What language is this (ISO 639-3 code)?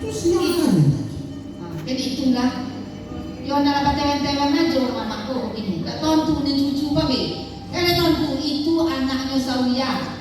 min